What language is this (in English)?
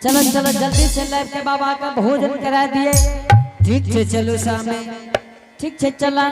Angika